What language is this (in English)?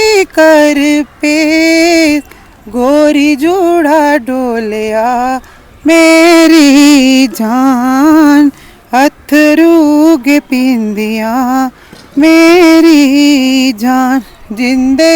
Dogri